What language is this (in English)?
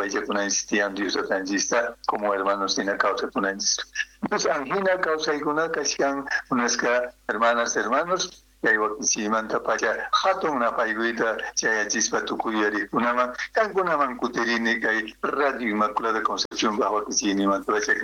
South Bolivian Quechua